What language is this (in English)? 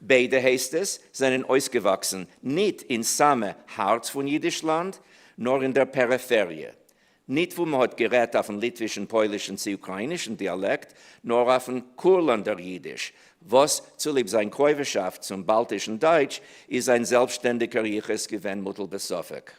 Yiddish